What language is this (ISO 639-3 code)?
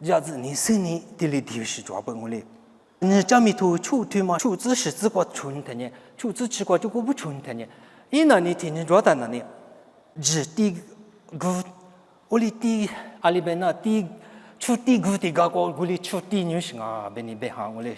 lis